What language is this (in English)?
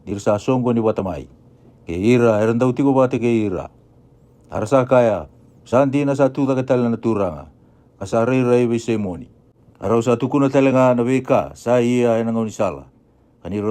Fijian